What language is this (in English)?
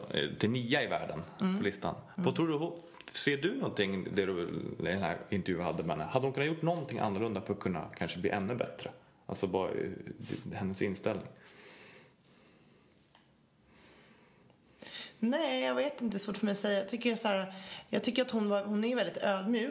Swedish